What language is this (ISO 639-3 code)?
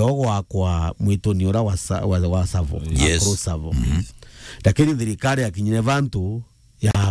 mer